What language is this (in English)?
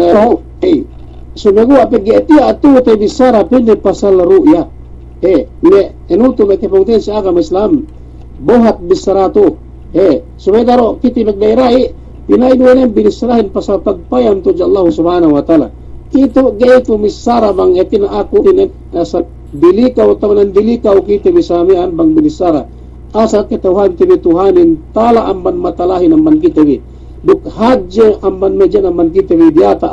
Yakan